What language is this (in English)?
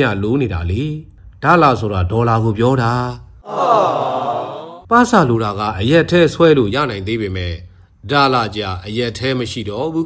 Burmese